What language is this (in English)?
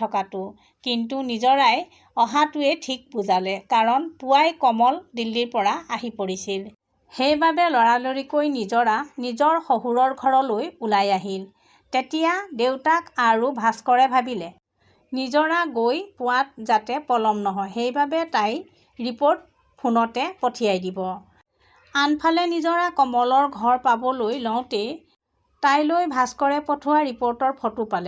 Assamese